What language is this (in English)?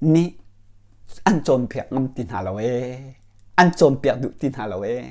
Hakha Chin